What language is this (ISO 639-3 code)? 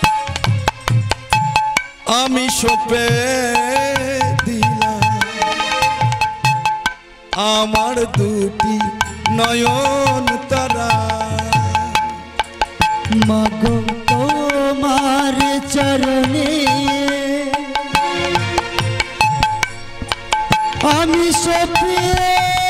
ben